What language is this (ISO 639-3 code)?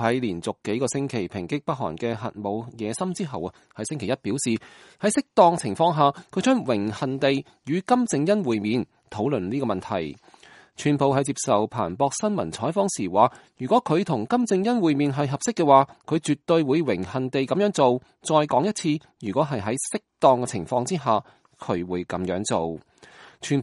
yue